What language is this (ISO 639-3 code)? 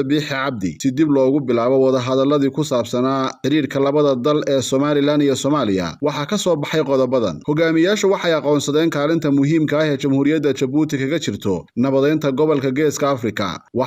som